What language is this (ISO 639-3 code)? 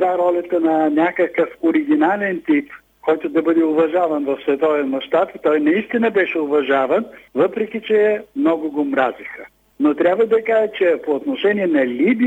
bul